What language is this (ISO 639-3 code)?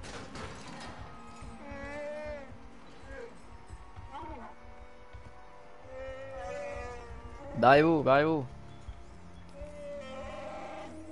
fra